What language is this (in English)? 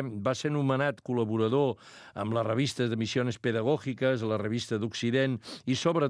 Catalan